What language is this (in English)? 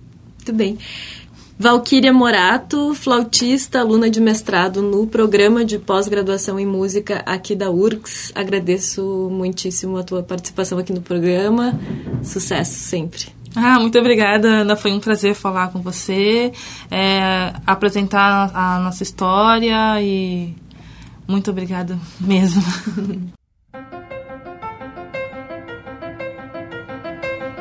Portuguese